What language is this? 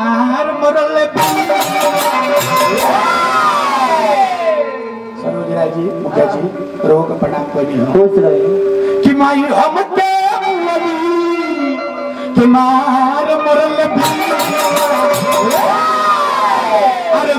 Bhojpuri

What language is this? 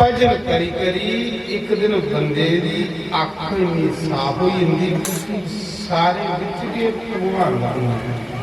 Dogri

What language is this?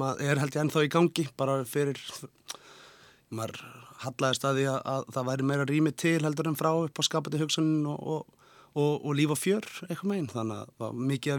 Icelandic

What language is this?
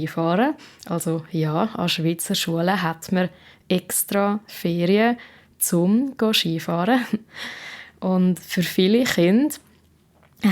Swiss German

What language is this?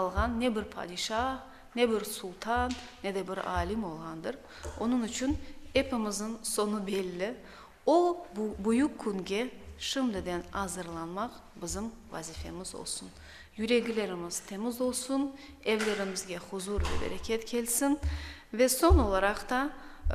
Crimean Tatar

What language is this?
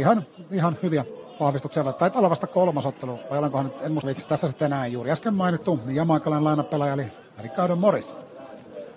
Finnish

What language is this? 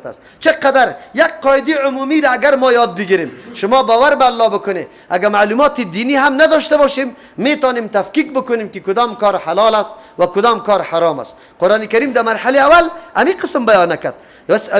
Persian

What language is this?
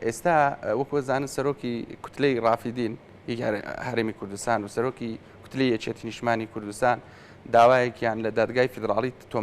Central Kurdish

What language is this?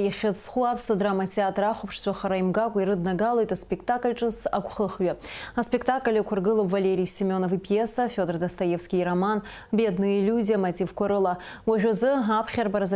Abkhazian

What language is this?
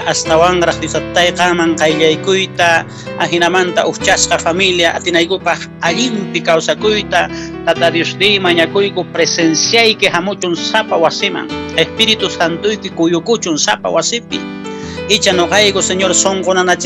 Quechua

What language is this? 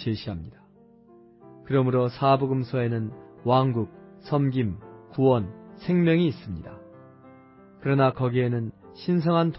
Korean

